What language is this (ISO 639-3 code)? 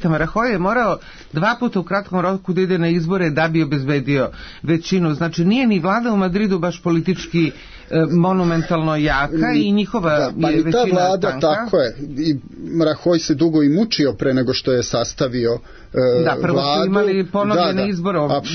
srp